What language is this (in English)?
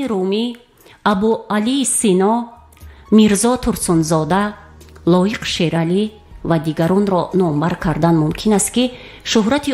Tajik